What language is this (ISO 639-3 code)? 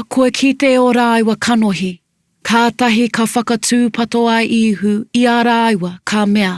mri